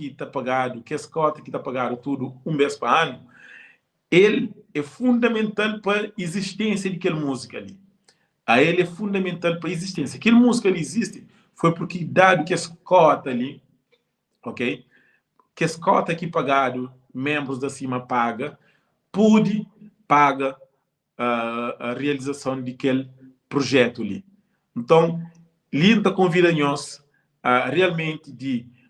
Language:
Kabuverdianu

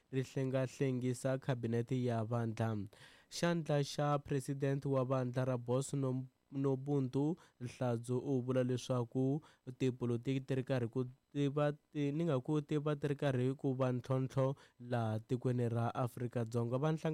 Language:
Tsonga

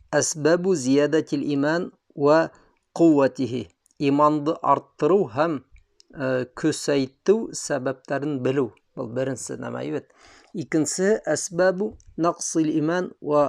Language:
Bashkir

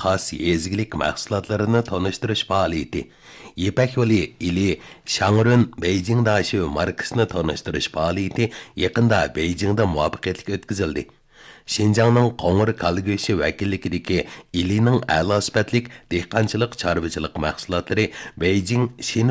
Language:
Uyghur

